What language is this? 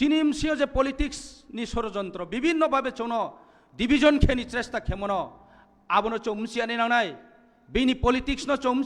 Kok Borok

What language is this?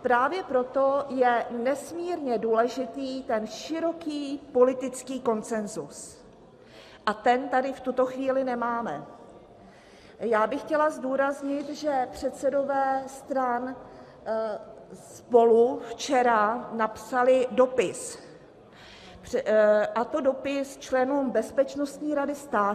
Czech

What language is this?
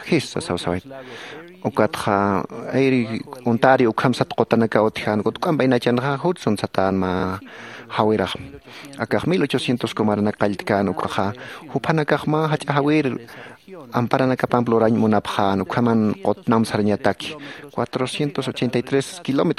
Aymara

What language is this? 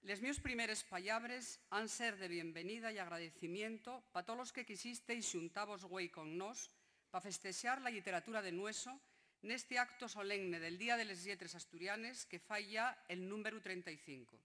Asturian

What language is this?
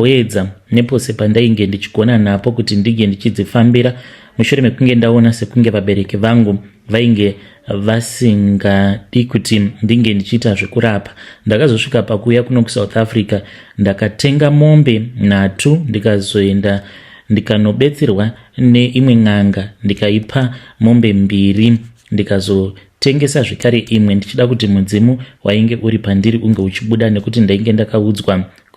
Shona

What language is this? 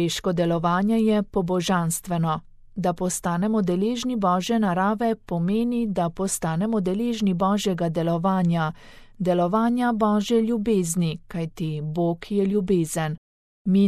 Slovenian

